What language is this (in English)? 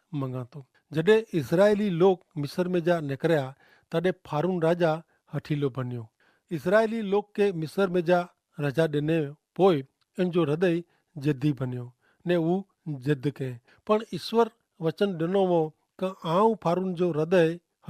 Kachhi